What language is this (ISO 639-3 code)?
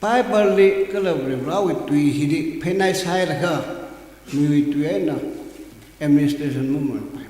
nmf